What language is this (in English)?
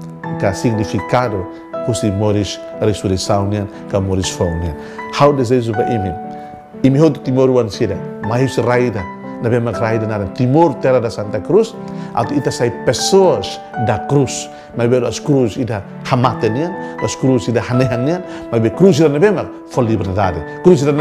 Tetum